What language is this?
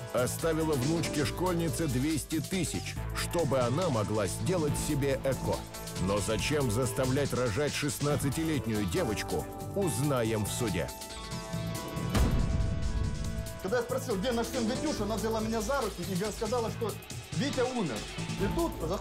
Russian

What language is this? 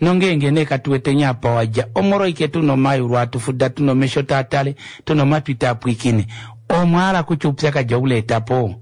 Kuanyama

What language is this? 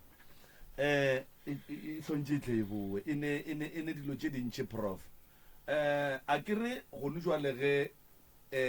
Northern Sotho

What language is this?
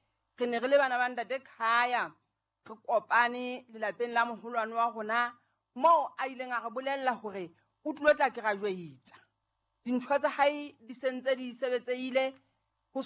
Southern Sotho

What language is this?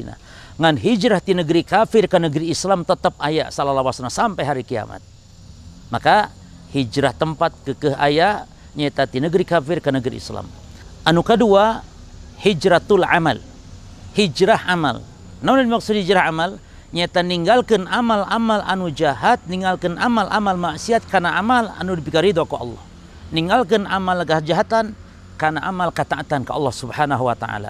Sundanese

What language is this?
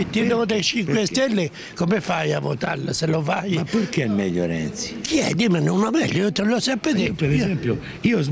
Italian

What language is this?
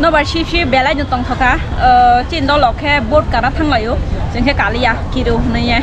Kok Borok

